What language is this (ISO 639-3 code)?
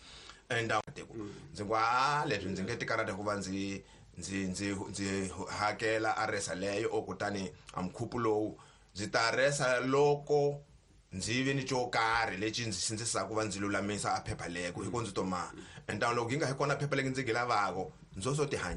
tso